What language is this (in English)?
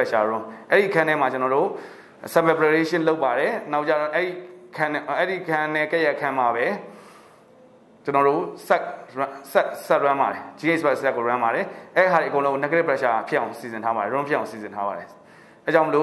Burmese